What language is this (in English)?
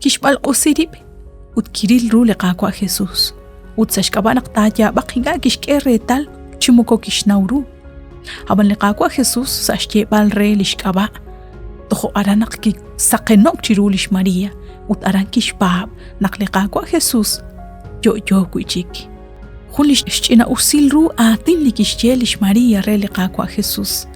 Kekchí